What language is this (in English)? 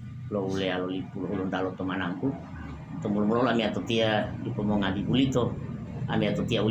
Gorontalo